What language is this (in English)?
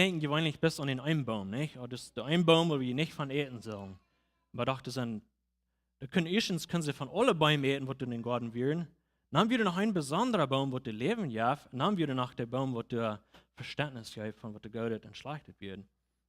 Plautdietsch